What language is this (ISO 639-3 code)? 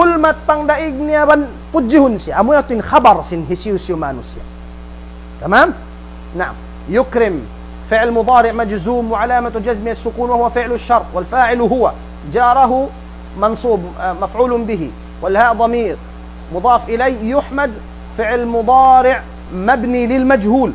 tsg